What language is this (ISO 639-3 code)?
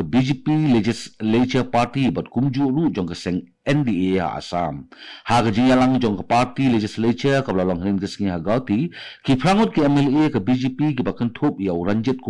kha